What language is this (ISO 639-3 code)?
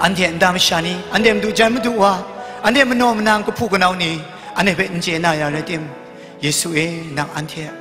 kac